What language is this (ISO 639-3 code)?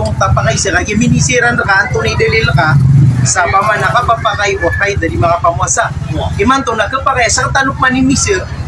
mrw